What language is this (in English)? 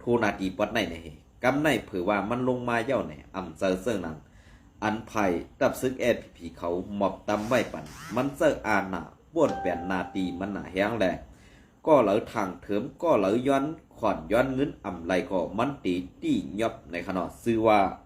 Shan